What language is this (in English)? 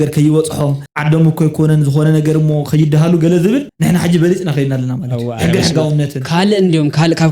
Tigrinya